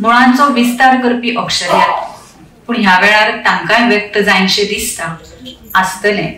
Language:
Konkani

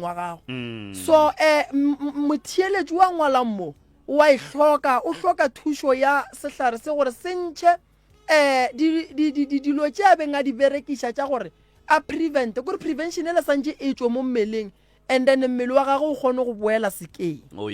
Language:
Northern Sotho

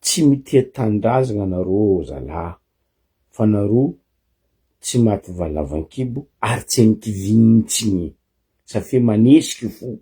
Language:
Malagasy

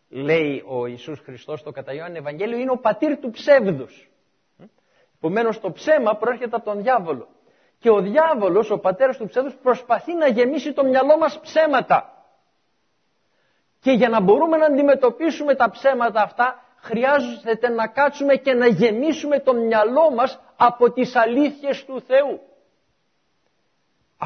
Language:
Greek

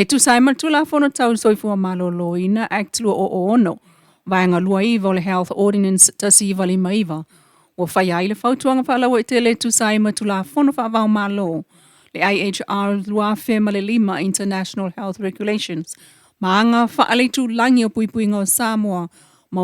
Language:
Samoan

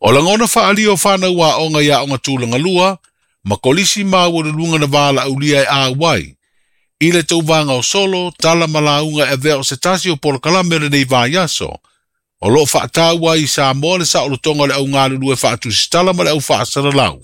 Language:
Samoan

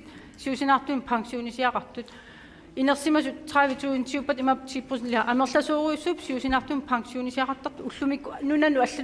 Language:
Kalaallisut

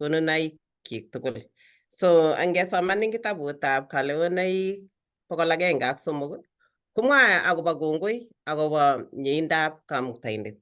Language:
Kalenjin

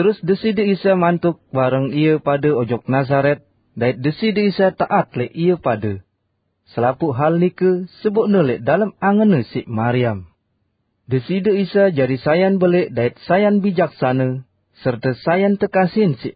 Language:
Sasak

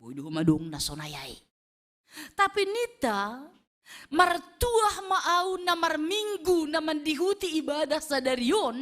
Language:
Batak Simalungun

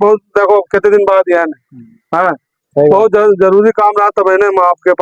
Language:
Awadhi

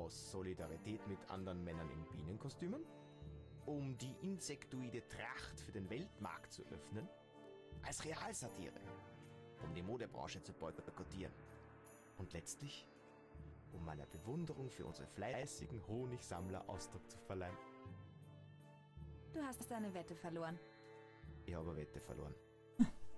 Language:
German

